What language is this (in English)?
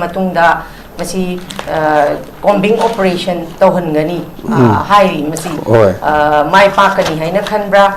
Manipuri